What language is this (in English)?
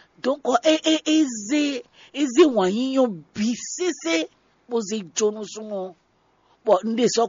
Fon